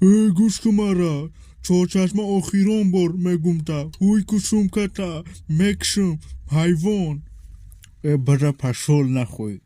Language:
Tajik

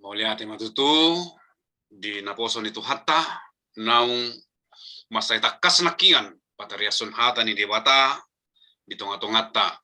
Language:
Batak Toba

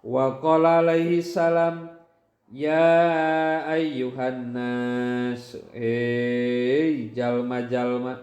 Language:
Sundanese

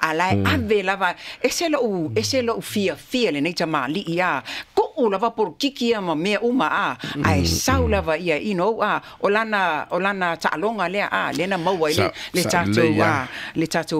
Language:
Samoan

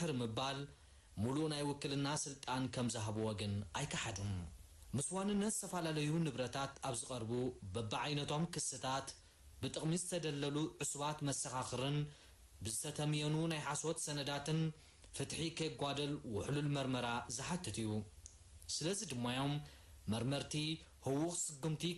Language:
Tigrinya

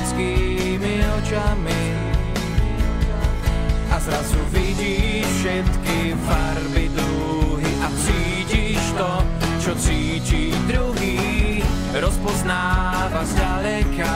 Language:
Slovak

